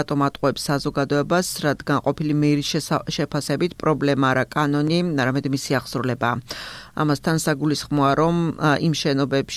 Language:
Georgian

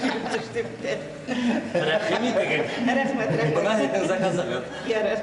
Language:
Bashkir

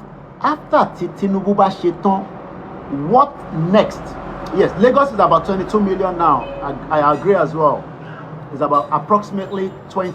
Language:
Yoruba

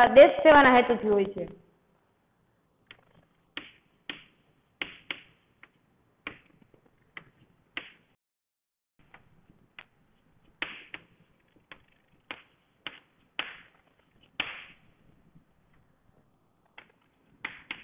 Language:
Gujarati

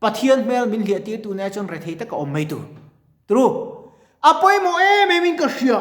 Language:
Mizo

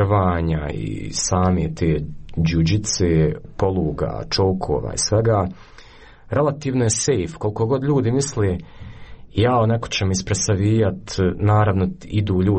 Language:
Croatian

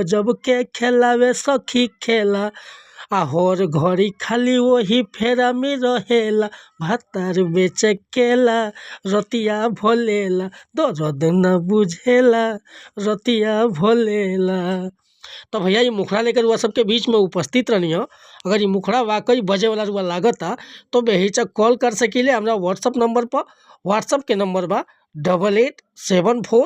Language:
Bhojpuri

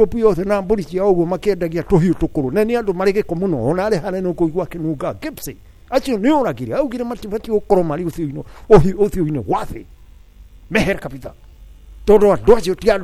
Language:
Kikuyu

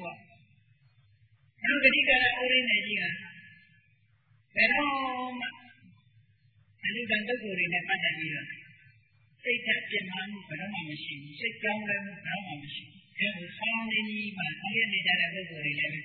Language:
Burmese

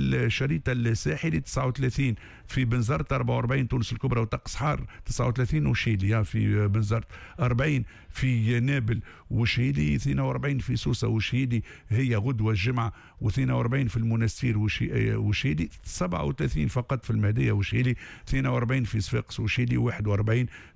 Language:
Tunisian Arabic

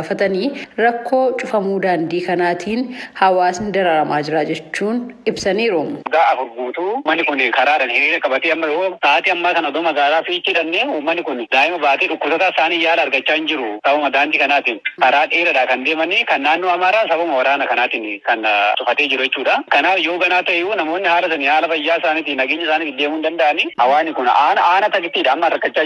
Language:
Oromo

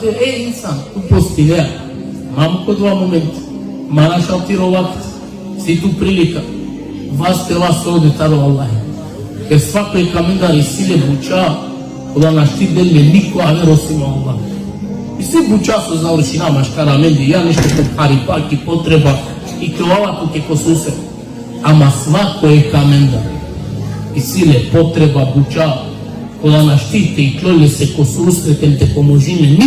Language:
Balkan Romani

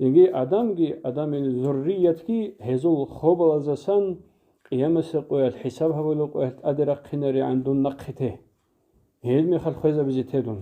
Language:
Avaric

